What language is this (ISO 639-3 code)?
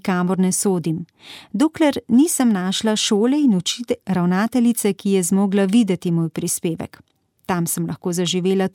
slv